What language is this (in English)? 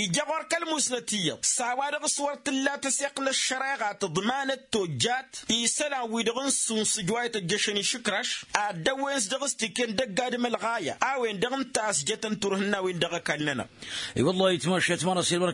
Tamasheq